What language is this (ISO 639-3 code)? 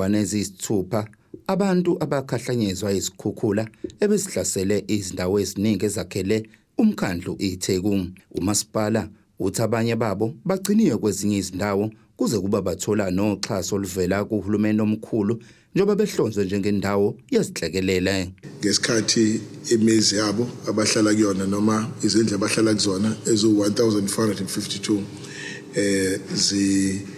zul